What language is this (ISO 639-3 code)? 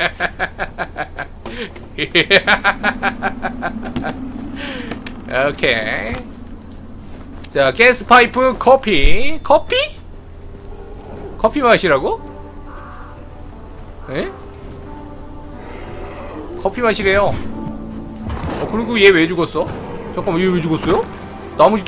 kor